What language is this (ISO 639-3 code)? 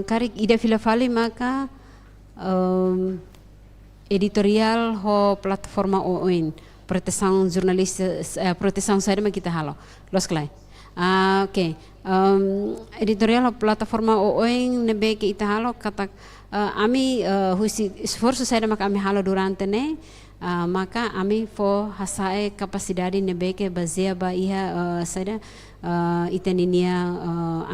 tet